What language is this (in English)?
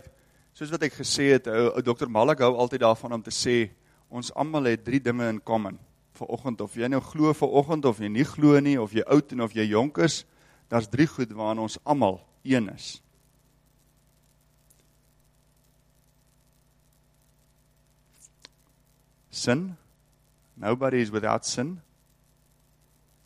Afrikaans